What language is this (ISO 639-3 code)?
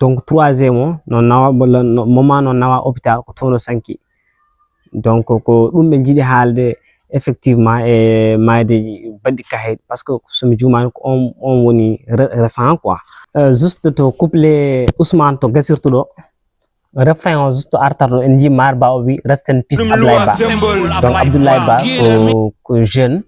ful